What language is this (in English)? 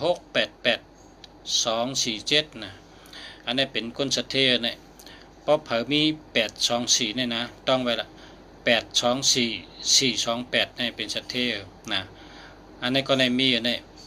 Shan